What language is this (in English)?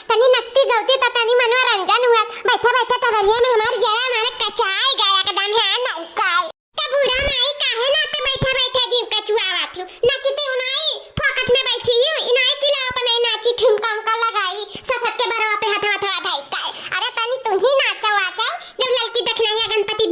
Awadhi